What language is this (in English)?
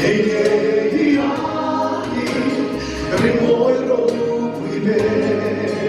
Mizo